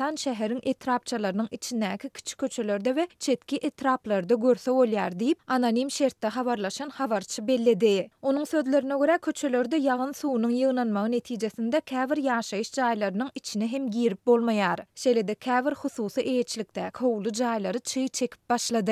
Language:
Turkmen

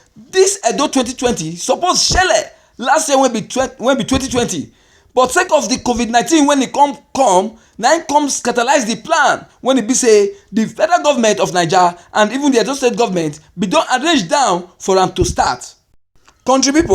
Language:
Nigerian Pidgin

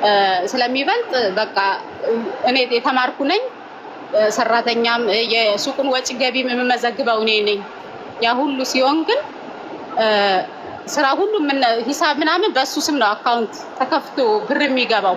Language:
Amharic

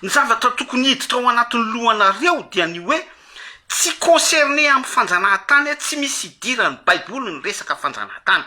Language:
Malagasy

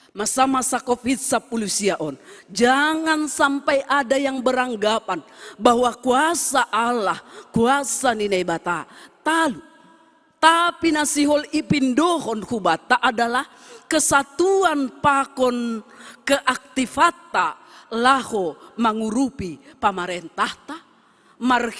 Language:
Batak Simalungun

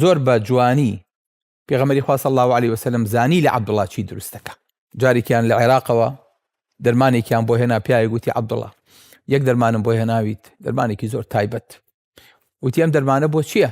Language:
Central Kurdish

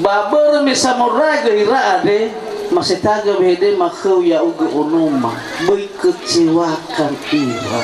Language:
Nias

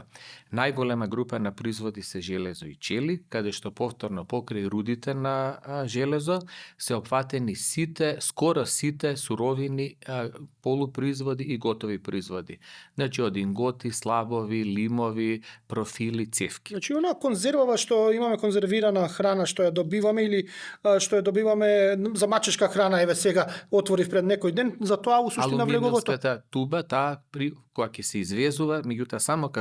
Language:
Macedonian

